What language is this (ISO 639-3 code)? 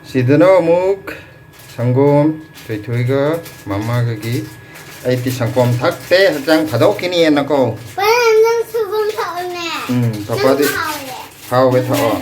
mni